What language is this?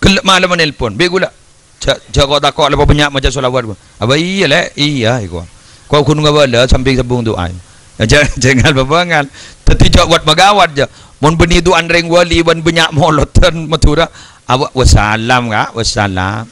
Madurese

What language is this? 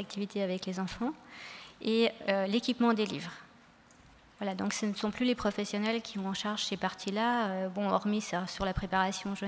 French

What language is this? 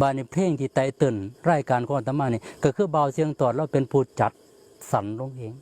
Northeastern Thai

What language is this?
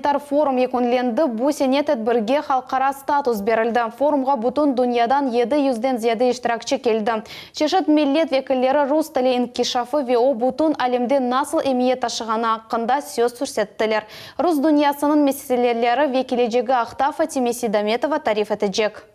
Crimean Tatar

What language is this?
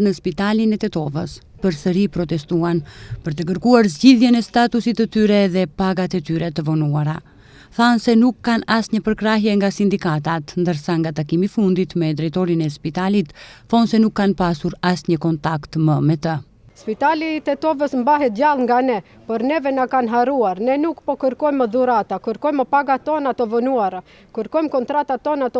Albanian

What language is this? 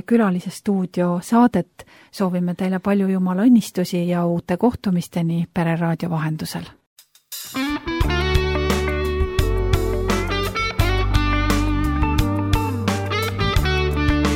Estonian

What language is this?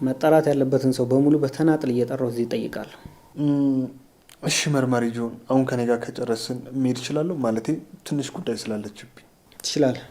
Amharic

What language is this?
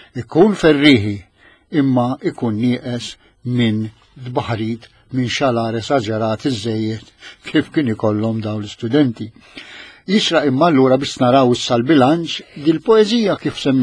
Maltese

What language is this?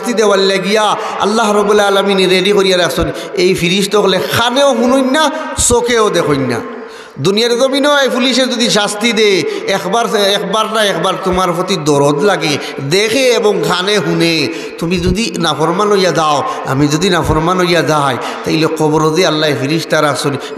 Sylheti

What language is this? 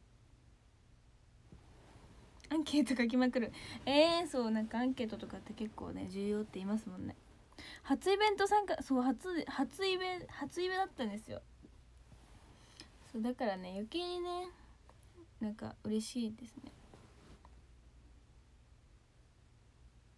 Japanese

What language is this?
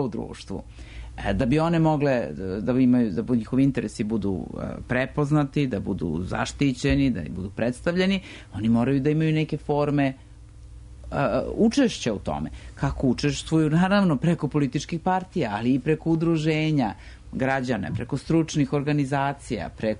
Serbian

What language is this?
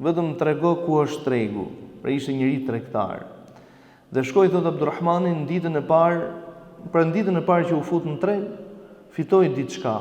Albanian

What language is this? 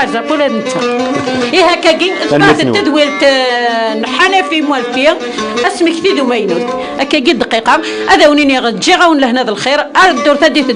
Kabyle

